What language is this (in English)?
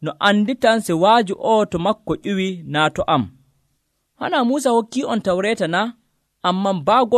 Nigerian Fulfulde